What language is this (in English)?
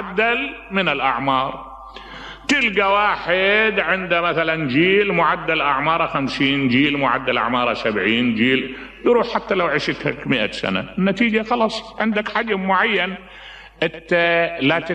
Mesopotamian Arabic